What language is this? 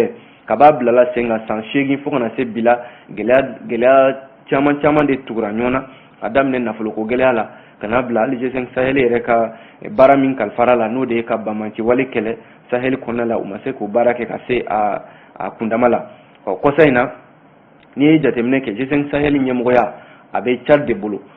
Bambara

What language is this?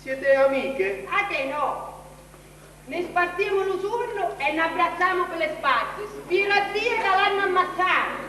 Sicilian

